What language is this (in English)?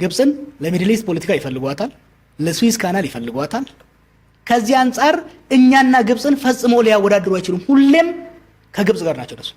Amharic